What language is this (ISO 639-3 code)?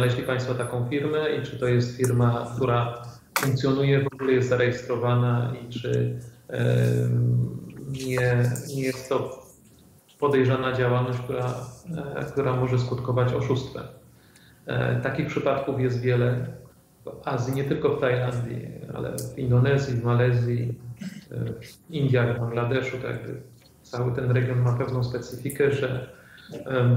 pol